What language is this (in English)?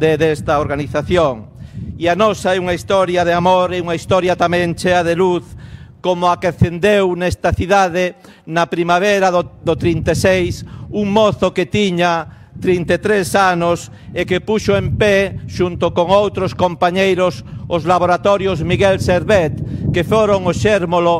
Galician